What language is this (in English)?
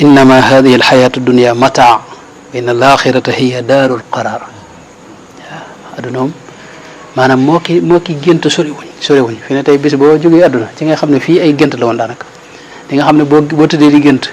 Wolof